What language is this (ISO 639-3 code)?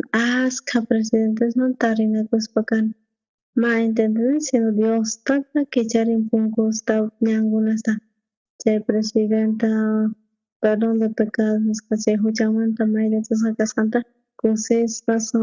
quh